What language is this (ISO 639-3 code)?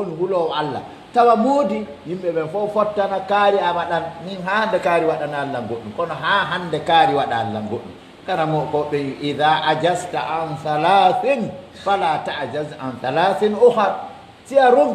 fuf